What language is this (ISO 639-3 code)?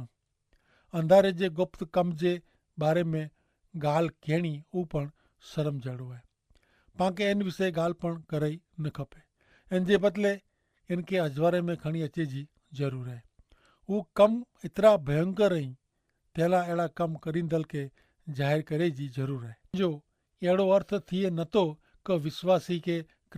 kfr